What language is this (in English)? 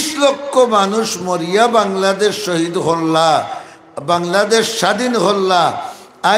Sylheti